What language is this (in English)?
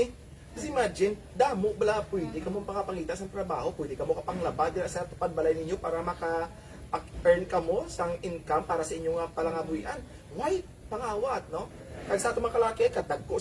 Hiligaynon